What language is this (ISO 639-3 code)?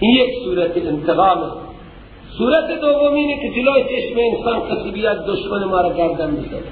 fas